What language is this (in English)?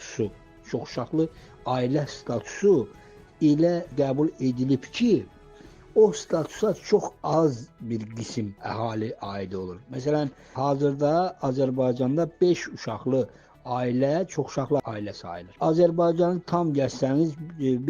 Azerbaijani